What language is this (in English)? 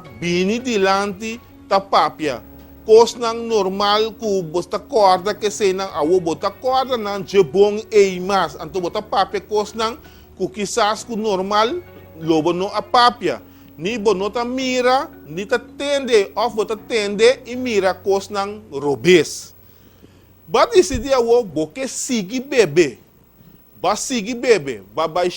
Papiamento